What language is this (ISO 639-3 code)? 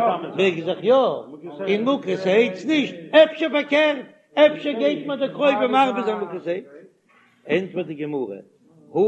yid